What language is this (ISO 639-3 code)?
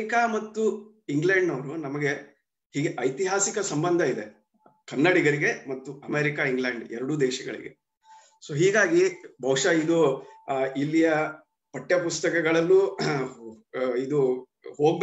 kan